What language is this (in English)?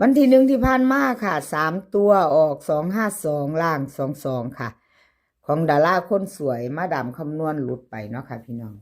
Lao